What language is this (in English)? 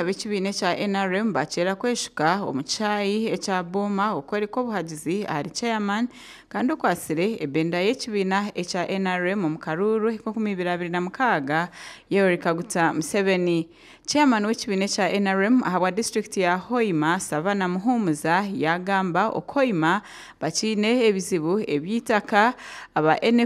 Nyankole